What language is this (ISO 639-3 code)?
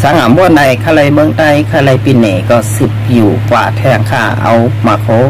shn